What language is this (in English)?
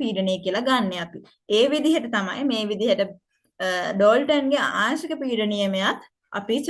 Sinhala